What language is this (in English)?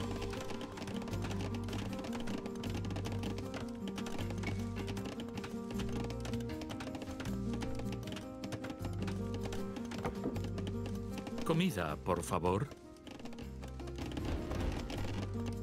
Persian